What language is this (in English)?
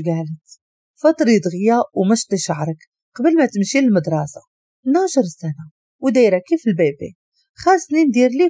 Moroccan Arabic